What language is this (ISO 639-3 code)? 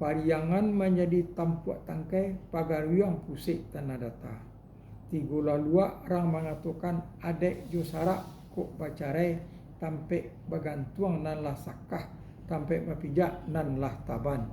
min